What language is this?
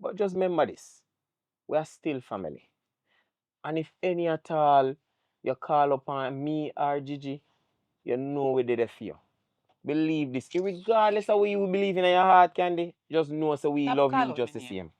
Jamaican Creole English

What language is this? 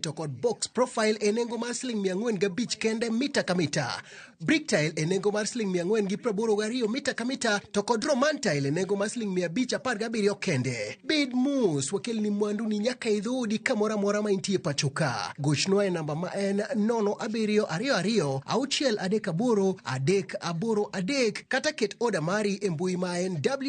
Luo (Kenya and Tanzania)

